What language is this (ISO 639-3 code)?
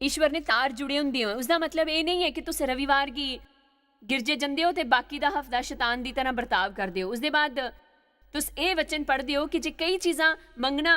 doi